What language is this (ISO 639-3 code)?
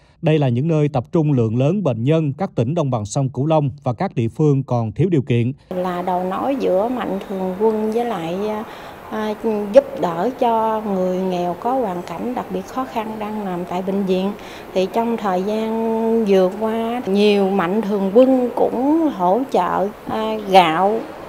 vie